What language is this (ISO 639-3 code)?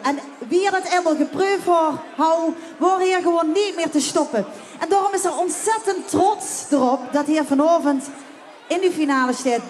lim